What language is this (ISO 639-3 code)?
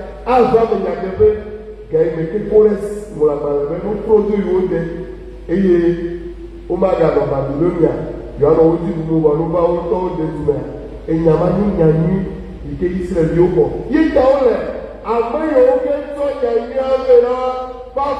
ewe